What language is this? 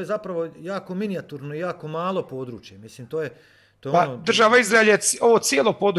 Croatian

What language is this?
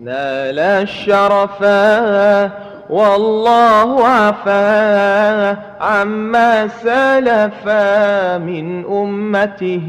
Madurese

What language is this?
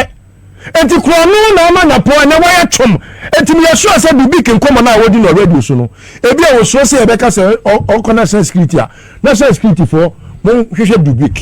Akan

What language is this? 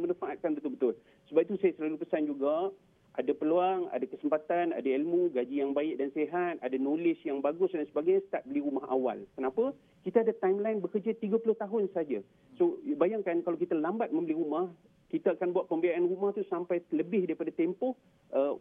Malay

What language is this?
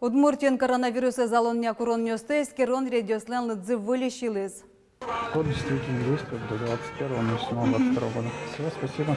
Udmurt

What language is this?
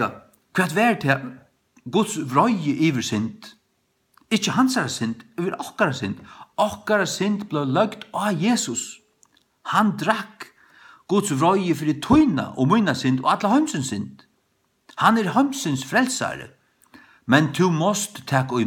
Faroese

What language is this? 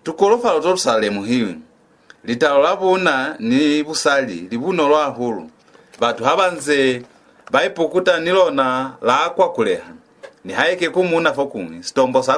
Lozi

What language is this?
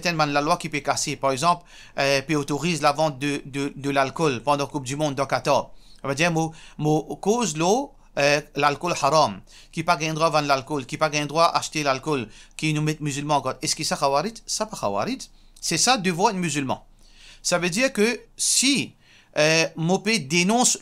Morisyen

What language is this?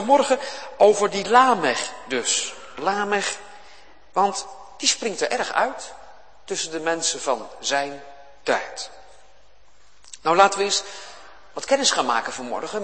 Dutch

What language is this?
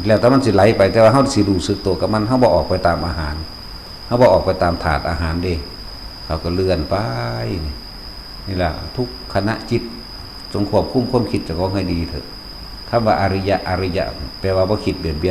Northeastern Thai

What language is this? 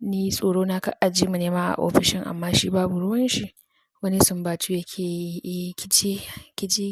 Hausa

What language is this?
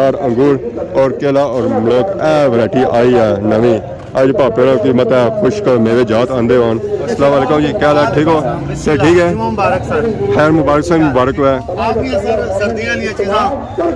Pahari-Potwari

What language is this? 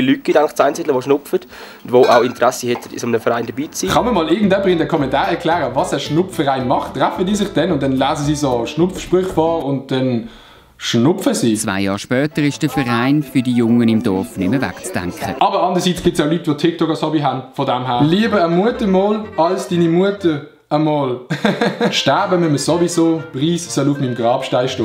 Swiss German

